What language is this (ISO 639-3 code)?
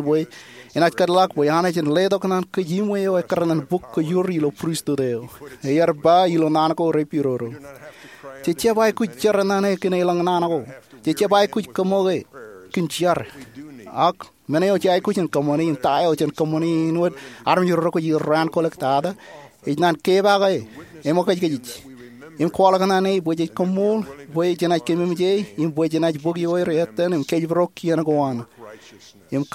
mah